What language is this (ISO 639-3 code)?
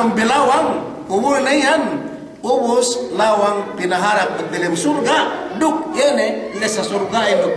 yka